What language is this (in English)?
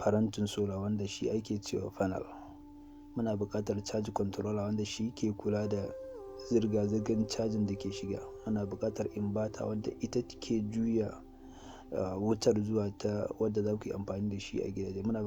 Hausa